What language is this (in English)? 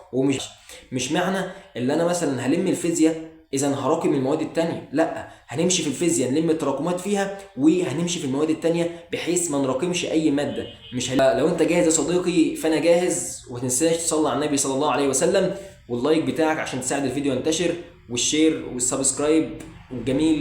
Egyptian Arabic